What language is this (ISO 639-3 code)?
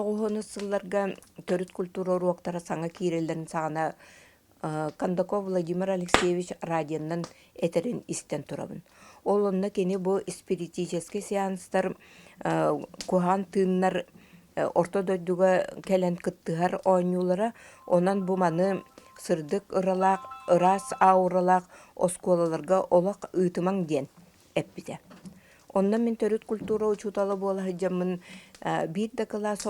sah